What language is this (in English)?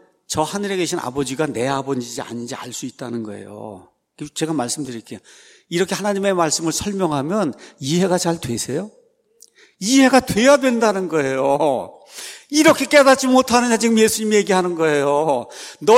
Korean